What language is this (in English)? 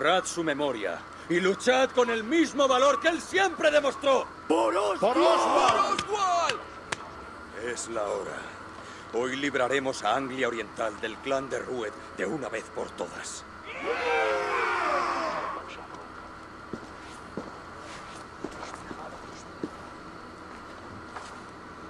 Spanish